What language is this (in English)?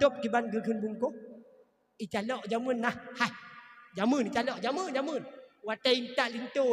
Achinese